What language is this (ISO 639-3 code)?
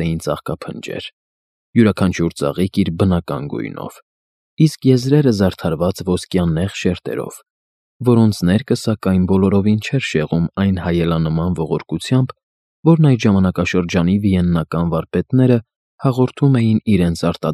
hye